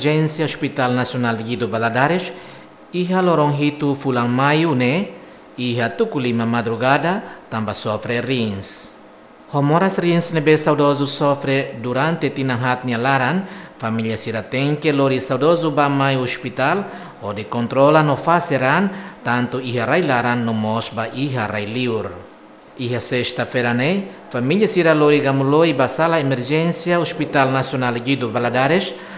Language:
Tetum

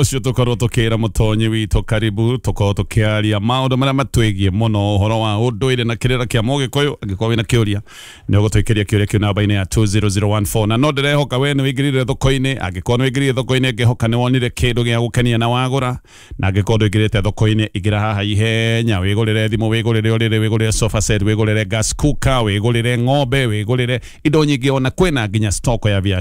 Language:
Kikuyu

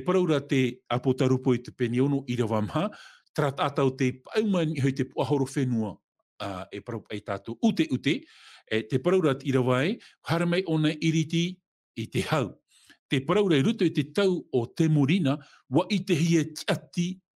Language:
Tahitian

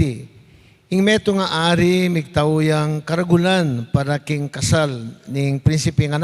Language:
Pampanga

